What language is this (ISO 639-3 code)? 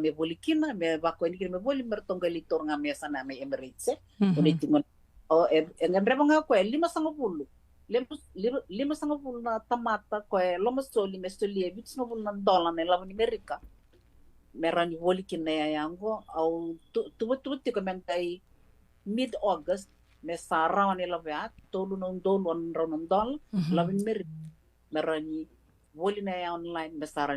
fij